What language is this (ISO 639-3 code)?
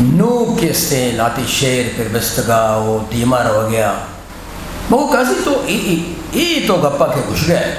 bgp